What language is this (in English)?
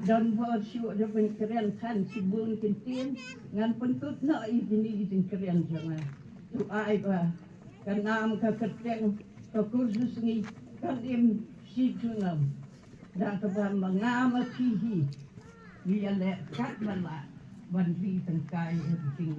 Khasi